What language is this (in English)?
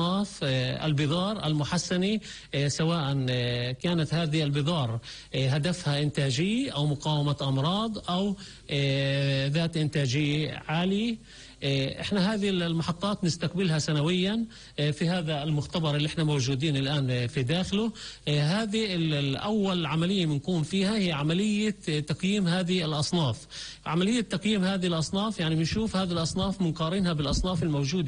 North Levantine Arabic